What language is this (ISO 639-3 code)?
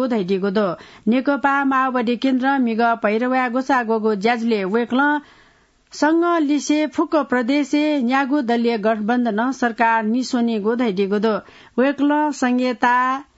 new